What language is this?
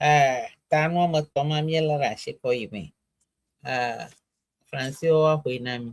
Ewe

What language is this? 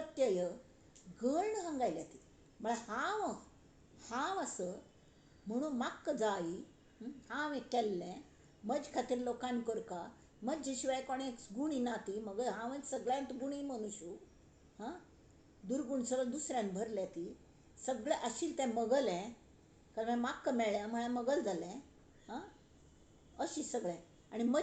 Konkani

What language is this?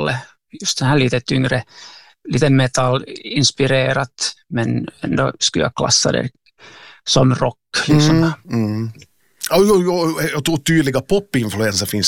Swedish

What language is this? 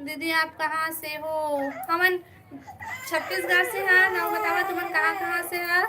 Chhattisgarhi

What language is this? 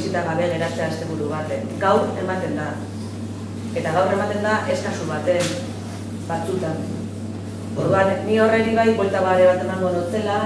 Basque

